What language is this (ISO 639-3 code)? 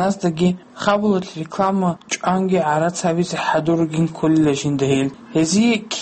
ava